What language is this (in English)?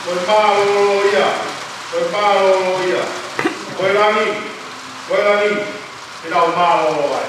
Tongan